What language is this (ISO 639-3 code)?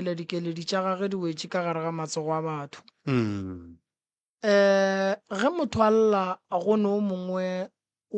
nso